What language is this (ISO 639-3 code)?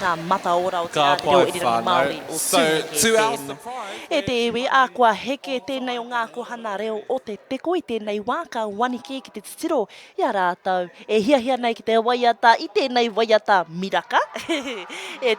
mri